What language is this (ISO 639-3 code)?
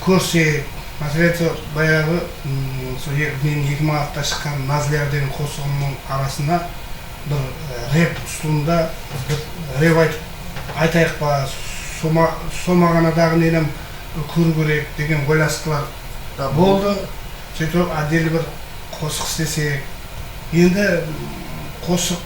kaa